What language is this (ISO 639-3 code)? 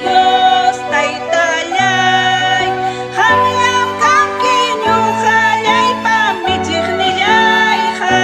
quy